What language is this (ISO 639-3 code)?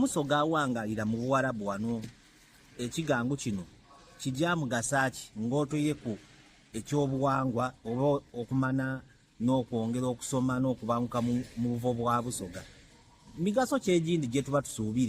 xog